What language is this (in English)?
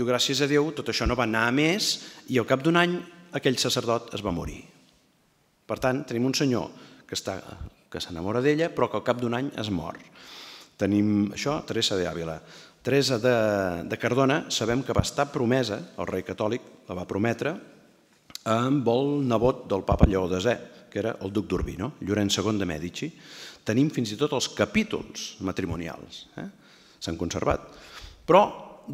Catalan